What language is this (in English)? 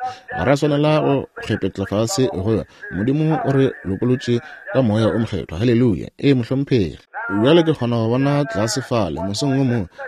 Northern Sotho